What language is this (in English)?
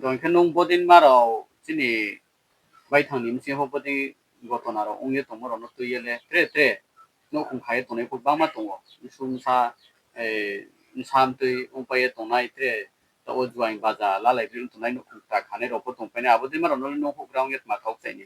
Riang (India)